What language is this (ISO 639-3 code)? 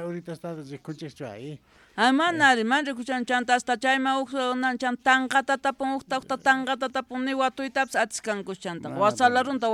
que